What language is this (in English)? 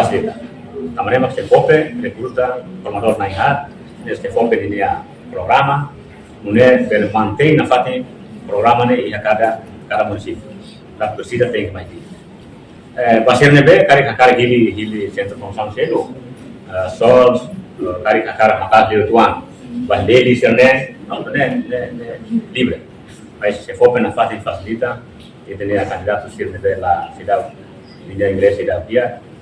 Tetum